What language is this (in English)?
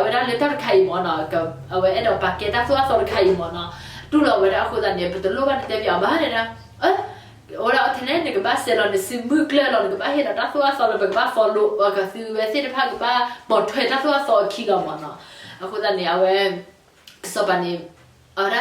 S'gaw Karen